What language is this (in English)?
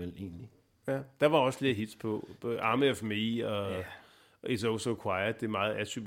Danish